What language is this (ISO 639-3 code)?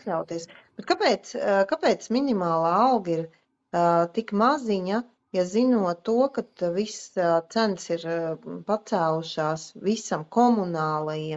lav